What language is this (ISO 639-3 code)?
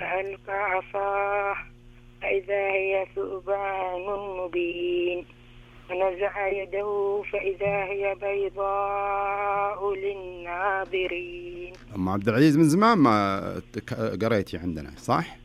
ars